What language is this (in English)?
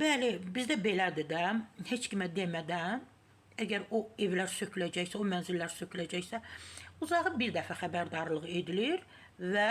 Azerbaijani